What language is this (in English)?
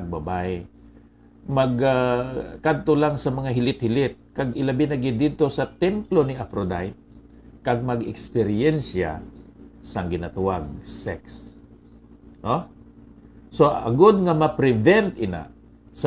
Hiligaynon